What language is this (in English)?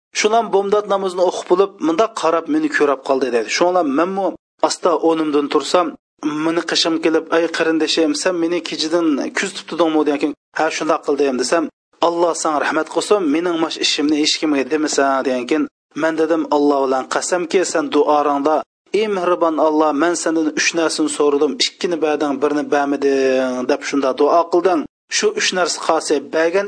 Uyghur